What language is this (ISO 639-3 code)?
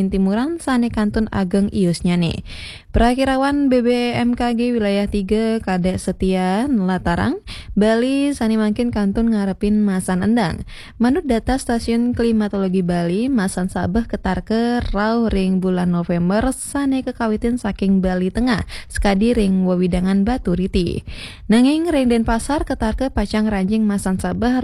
ban